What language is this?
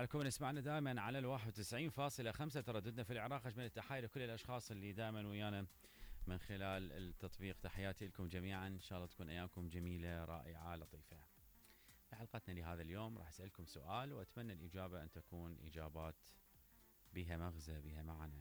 Mesopotamian Arabic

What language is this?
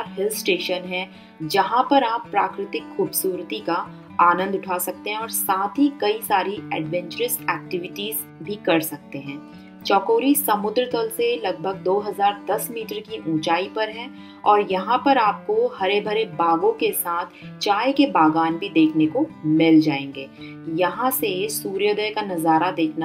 Hindi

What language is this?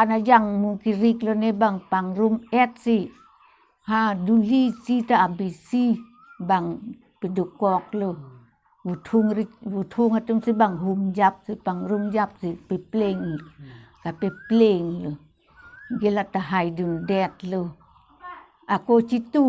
Karbi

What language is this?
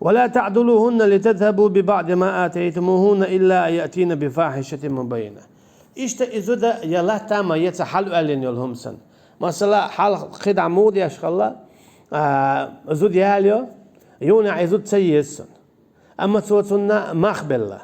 Chechen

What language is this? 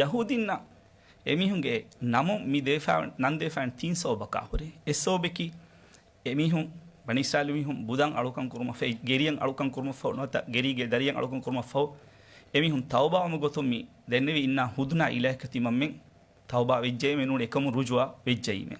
Divehi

